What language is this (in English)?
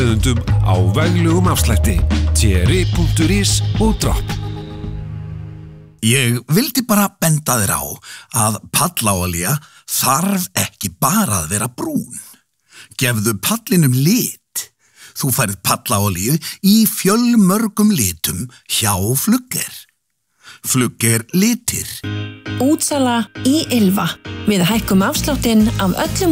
Icelandic